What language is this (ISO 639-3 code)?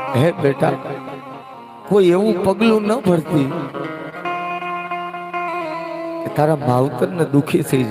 guj